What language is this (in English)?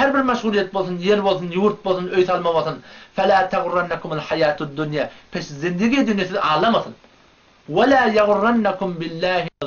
Turkmen